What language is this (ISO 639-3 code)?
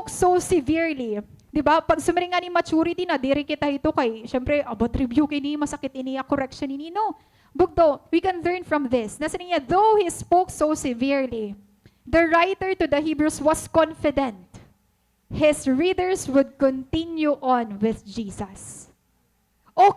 war